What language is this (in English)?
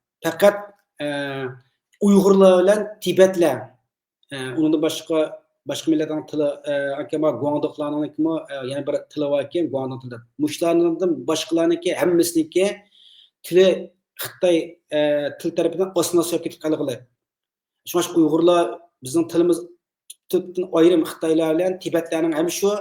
Uyghur